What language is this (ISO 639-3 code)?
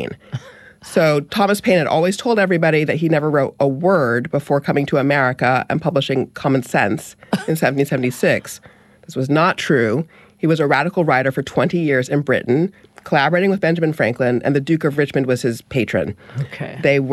eng